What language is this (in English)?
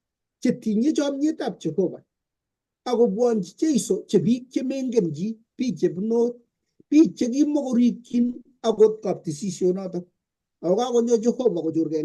Kalenjin